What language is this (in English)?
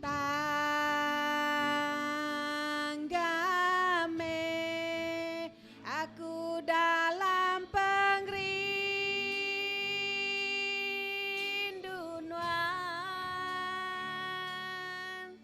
Iban